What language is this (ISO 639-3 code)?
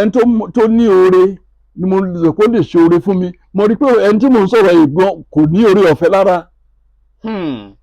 yor